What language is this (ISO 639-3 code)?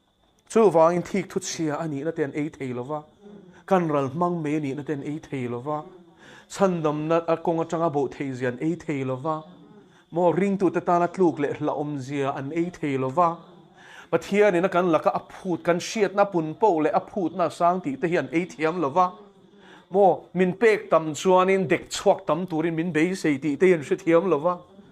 lus